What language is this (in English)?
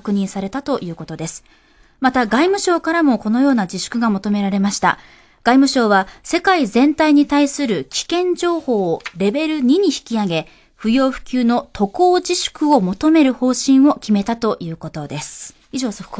Japanese